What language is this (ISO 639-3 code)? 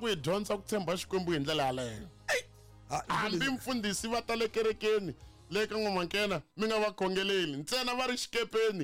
tso